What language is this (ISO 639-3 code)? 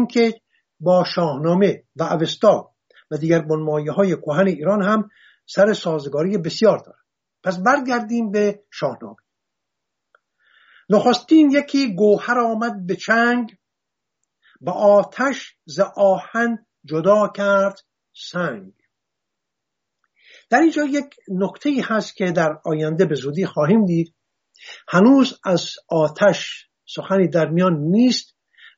fas